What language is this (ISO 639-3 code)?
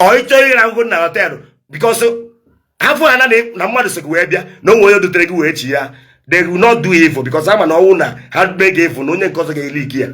ibo